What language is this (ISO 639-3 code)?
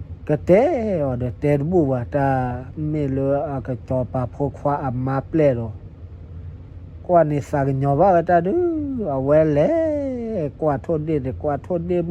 ksw